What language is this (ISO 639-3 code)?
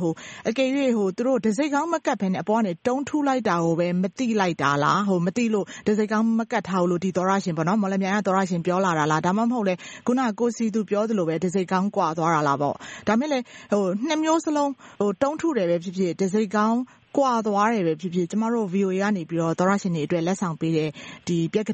mya